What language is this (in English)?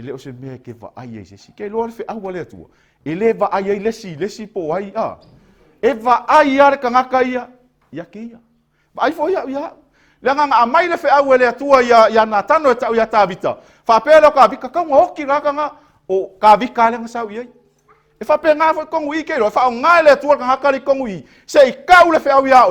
Samoan